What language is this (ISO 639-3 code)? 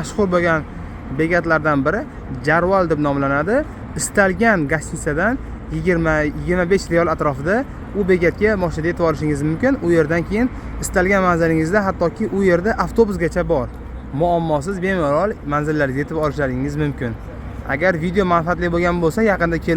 uzb